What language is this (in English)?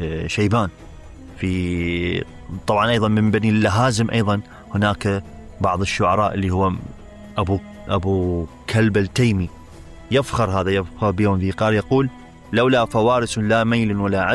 Mesopotamian Arabic